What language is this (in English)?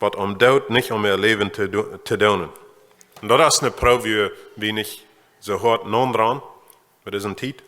Plautdietsch